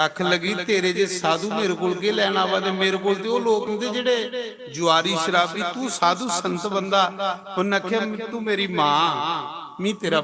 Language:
Dogri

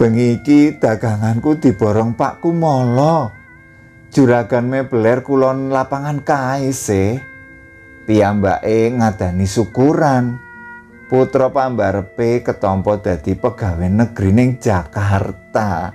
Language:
Javanese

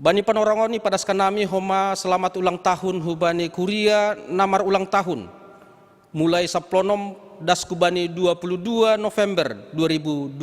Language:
Batak Simalungun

